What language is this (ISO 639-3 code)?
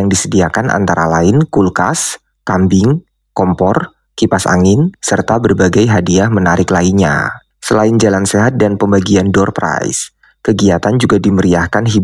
ind